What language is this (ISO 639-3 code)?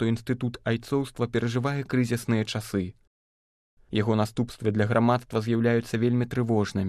bel